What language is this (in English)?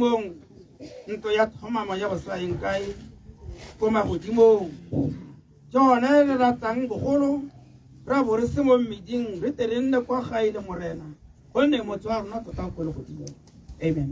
Tswana